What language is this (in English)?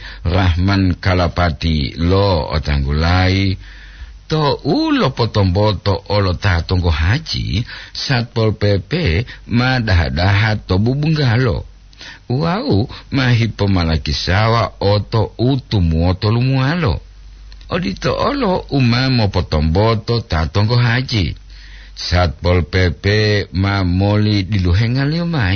Gorontalo